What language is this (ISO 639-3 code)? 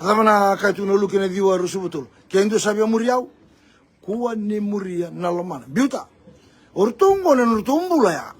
fij